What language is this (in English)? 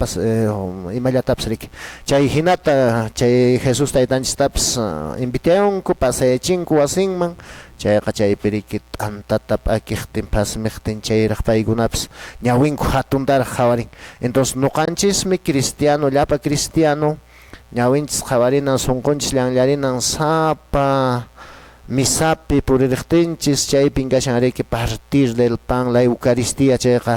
Quechua